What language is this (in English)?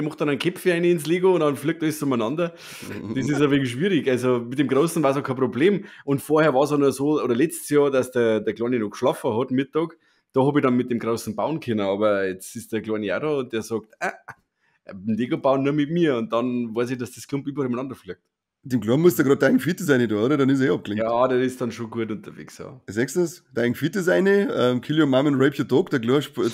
Bavarian